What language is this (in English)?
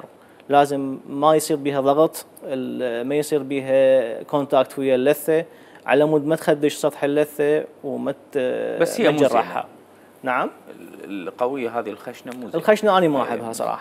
Mesopotamian Arabic